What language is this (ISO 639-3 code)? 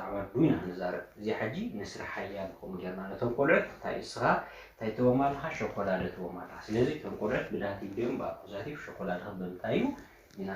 tir